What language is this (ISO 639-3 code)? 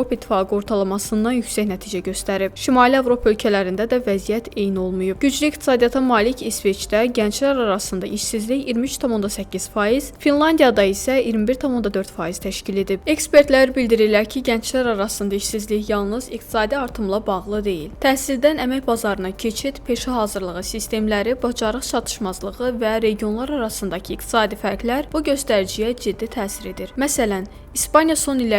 aze